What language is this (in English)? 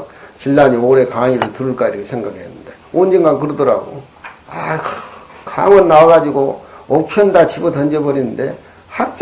Korean